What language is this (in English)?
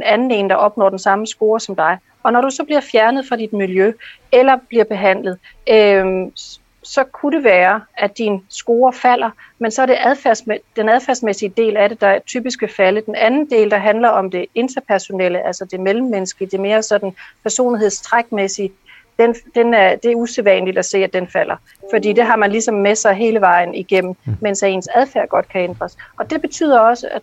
Danish